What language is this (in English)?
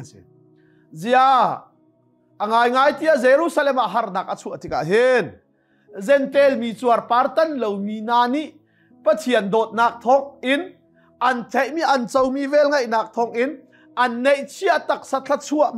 Hakha Chin